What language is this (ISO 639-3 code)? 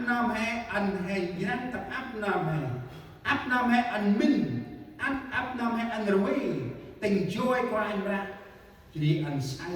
cmo